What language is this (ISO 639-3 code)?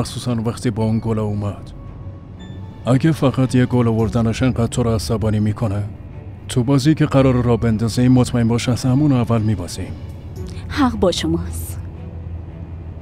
fas